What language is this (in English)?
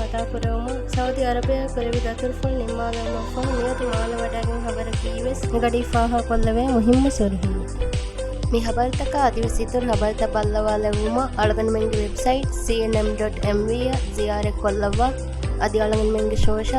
Divehi